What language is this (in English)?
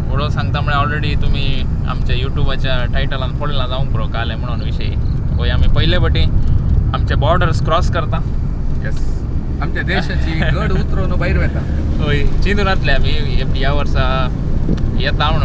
Konkani